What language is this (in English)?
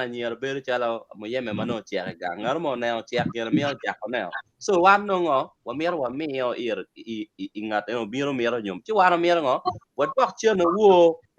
Acoli